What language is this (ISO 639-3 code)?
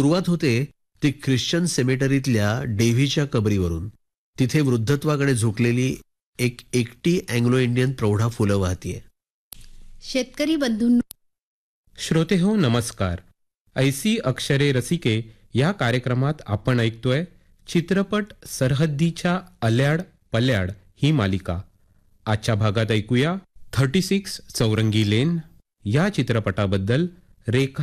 mar